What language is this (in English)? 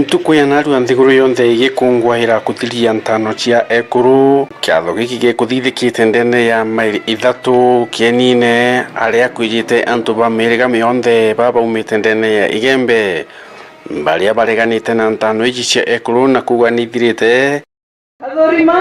Meru